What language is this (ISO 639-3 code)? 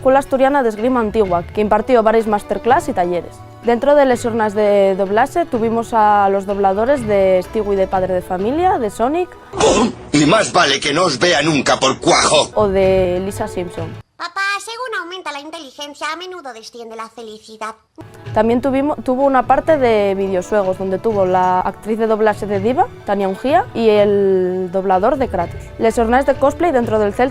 ast